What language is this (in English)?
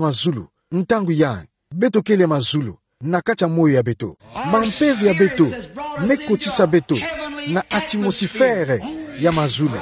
Kituba (Democratic Republic of Congo)